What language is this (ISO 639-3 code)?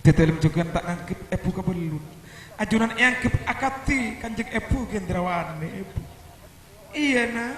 mad